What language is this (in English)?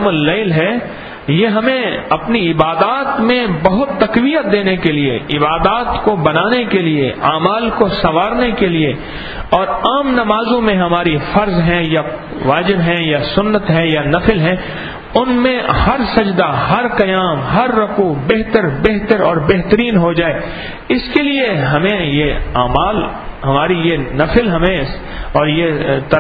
Urdu